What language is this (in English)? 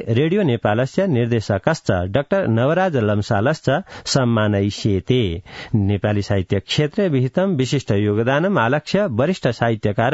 Sanskrit